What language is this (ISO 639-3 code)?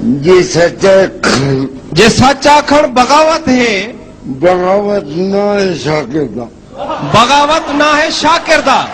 skr